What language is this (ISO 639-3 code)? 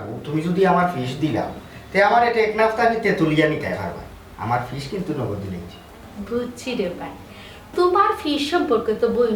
syl